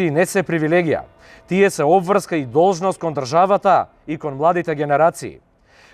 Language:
Macedonian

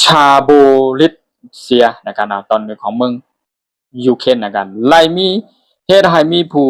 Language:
Shan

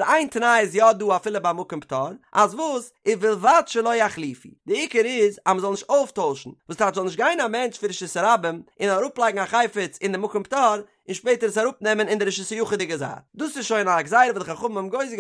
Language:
Yiddish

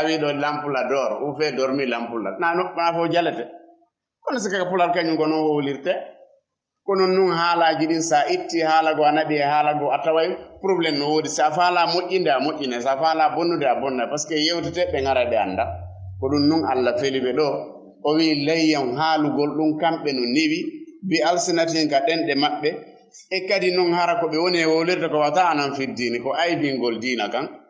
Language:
Fula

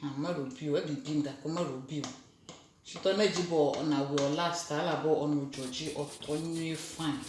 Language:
Ewe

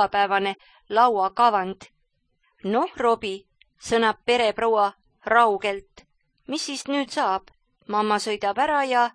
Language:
Estonian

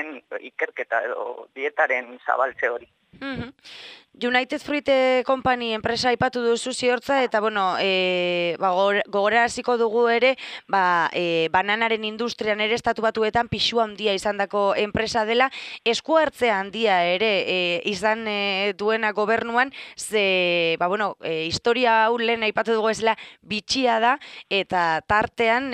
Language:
Basque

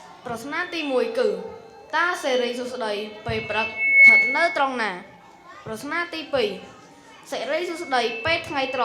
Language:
Khmer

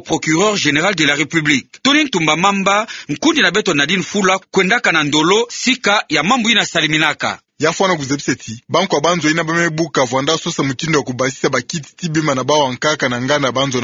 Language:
Kituba (Democratic Republic of Congo)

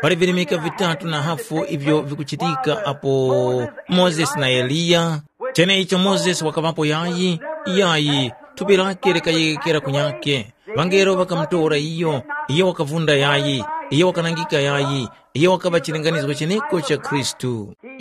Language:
Tumbuka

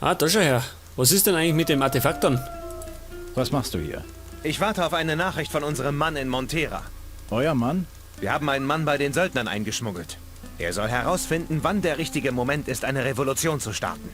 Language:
Bavarian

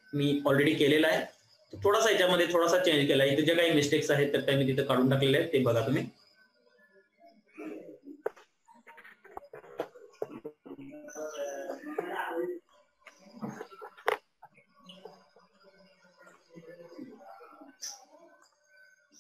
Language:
Marathi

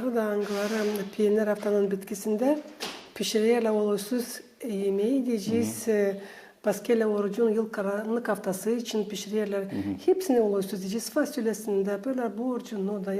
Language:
Gagauz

